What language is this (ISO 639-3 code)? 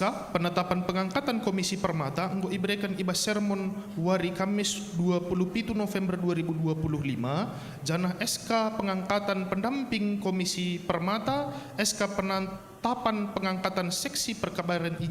btx